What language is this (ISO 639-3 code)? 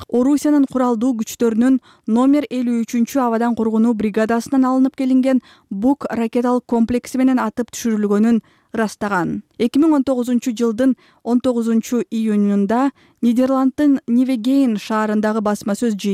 kir